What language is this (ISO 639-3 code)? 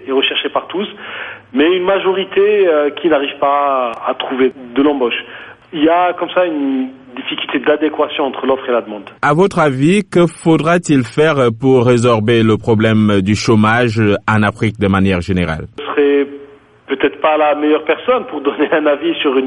fra